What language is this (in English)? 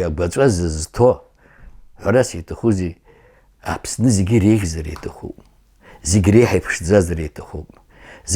Abkhazian